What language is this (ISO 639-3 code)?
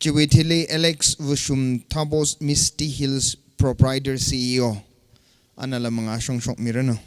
nmf